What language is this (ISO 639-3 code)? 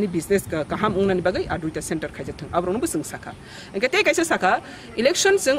trp